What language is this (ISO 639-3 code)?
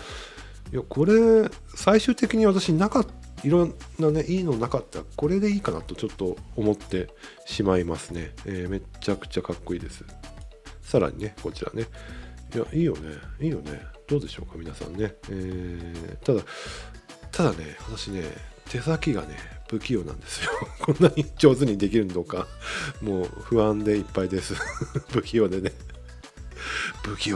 jpn